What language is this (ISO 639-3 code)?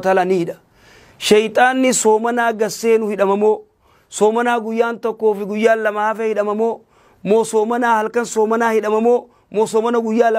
orm